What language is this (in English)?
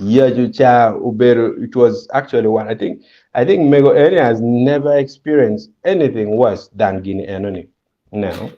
Acoli